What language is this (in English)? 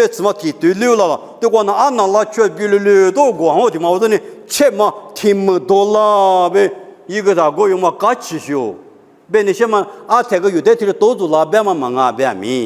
Lisu